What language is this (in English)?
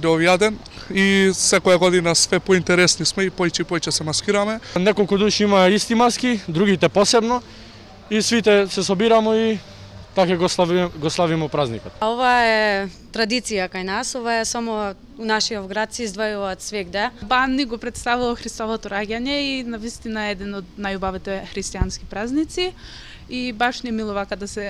Macedonian